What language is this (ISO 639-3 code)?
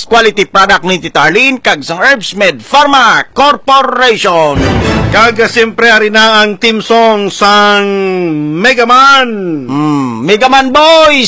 hil